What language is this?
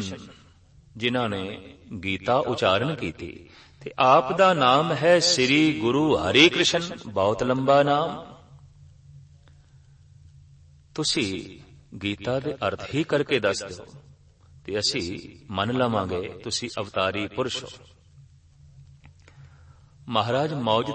Punjabi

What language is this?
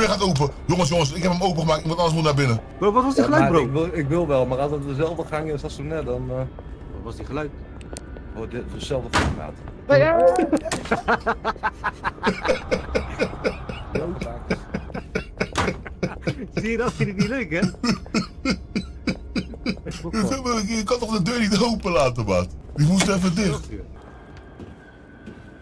Dutch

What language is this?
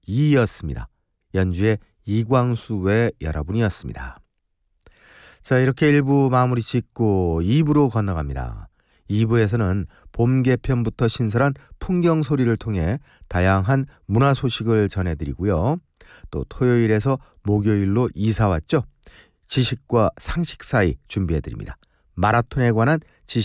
Korean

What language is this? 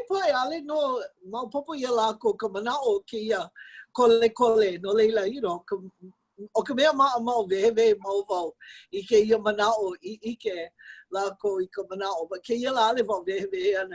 Hawaiian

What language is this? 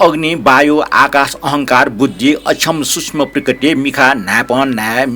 Newari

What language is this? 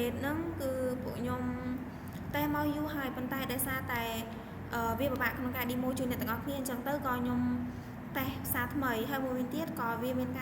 Khmer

